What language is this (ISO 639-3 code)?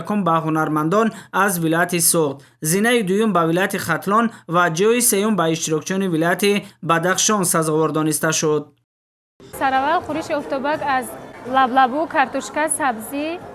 tgk